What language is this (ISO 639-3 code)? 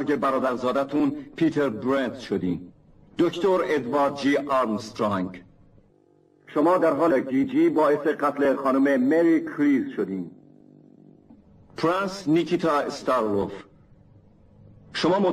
fas